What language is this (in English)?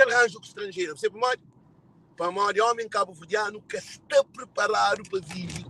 Kabuverdianu